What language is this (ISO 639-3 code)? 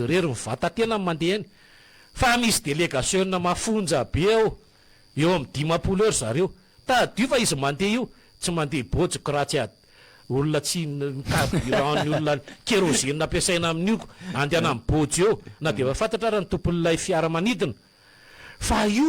mlg